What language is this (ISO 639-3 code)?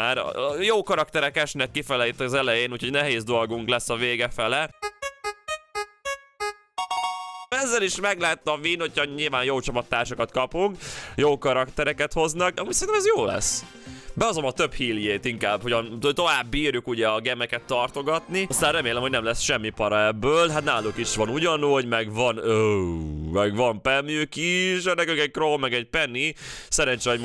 hun